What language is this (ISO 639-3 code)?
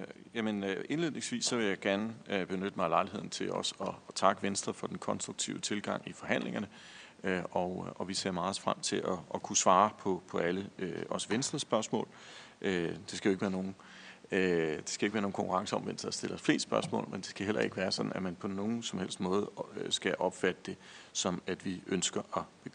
dan